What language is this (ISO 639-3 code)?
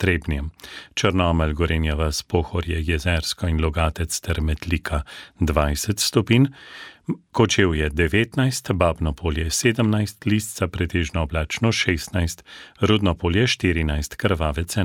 slv